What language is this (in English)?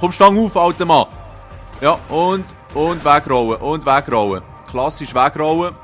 Swiss German